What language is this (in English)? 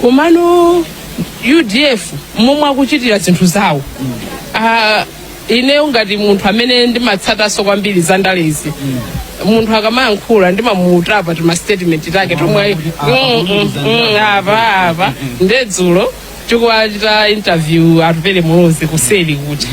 Nyanja